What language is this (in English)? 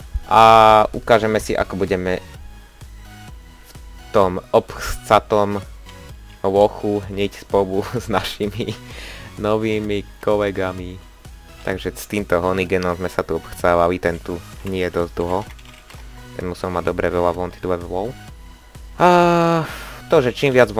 Slovak